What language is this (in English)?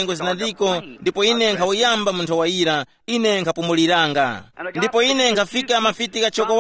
Tumbuka